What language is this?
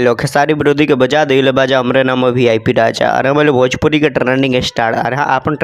Bhojpuri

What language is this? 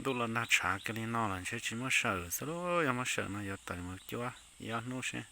Hmong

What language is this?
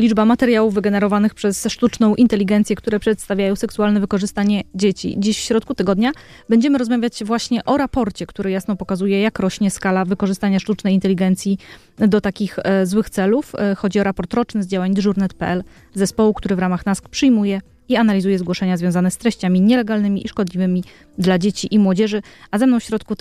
Polish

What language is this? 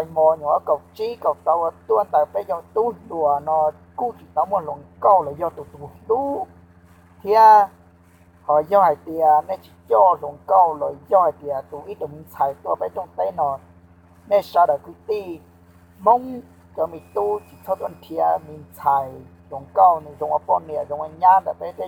Hmong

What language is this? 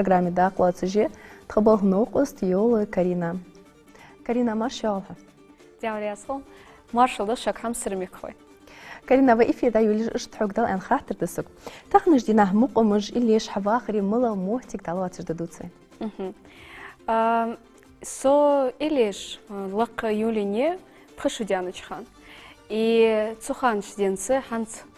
Ingush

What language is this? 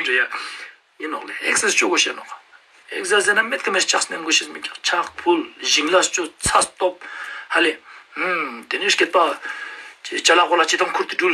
Ladakhi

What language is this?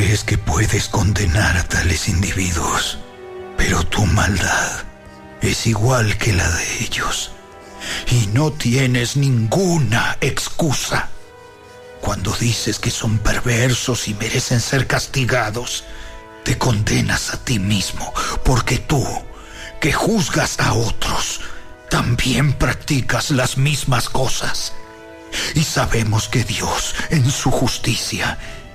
Spanish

